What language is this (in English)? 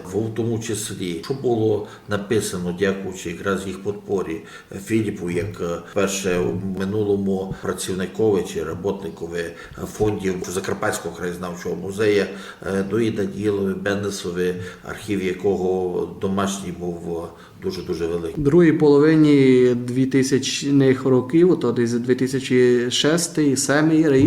Rusyn